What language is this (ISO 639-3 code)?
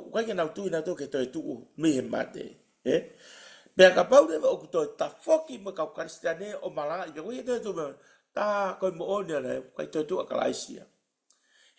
ton